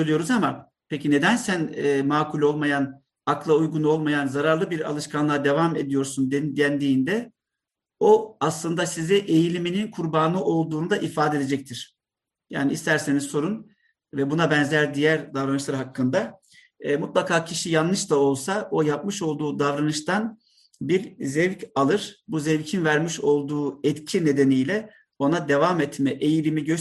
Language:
Turkish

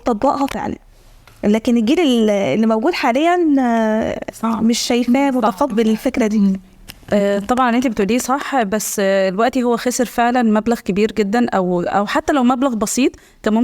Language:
Egyptian Arabic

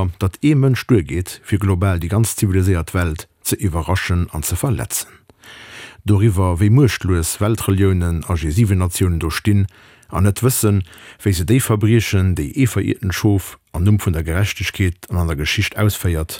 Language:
Luxembourgish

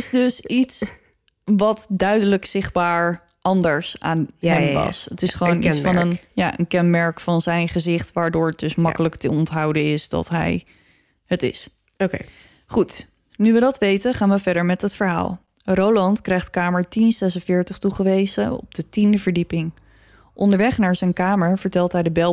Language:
Dutch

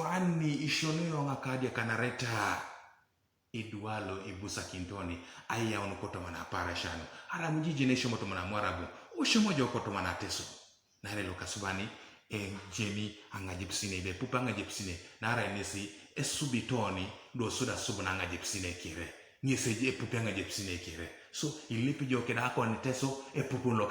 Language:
Teso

